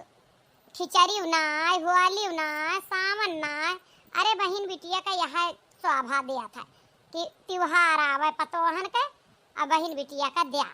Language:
Awadhi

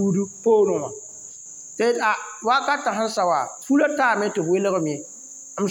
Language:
Mossi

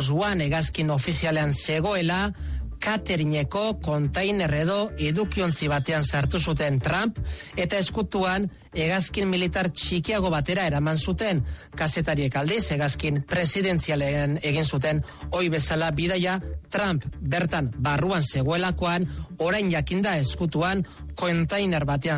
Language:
Basque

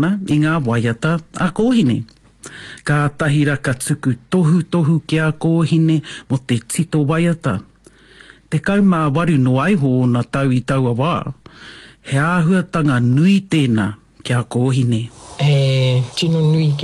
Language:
Māori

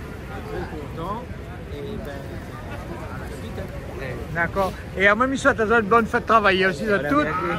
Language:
Réunion Creole French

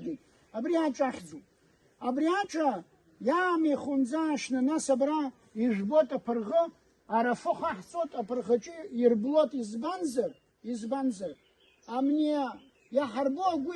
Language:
Abkhazian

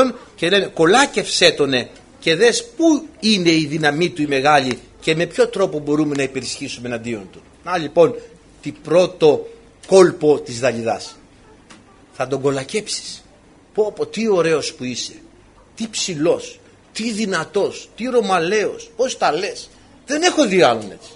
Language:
Greek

